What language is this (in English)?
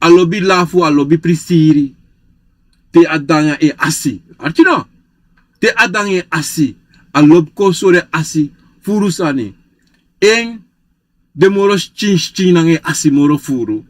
Sranan Tongo